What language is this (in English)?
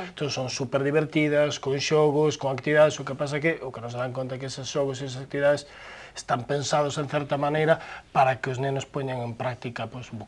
Galician